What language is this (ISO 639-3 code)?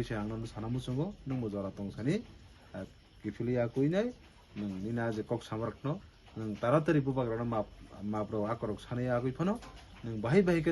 trp